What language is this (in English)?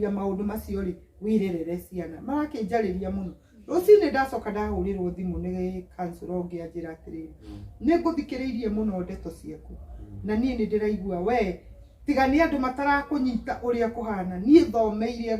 Kikuyu